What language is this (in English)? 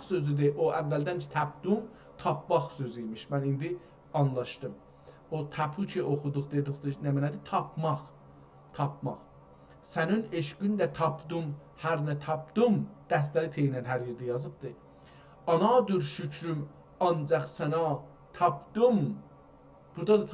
South Azerbaijani